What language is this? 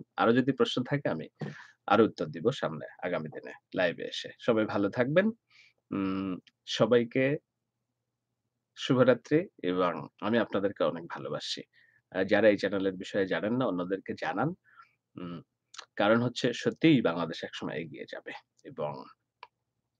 Bangla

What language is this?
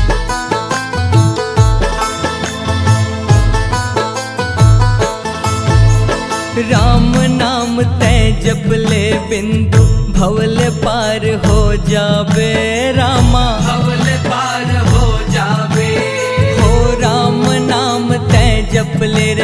Chhattisgarhi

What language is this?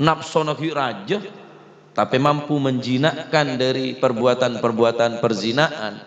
Madurese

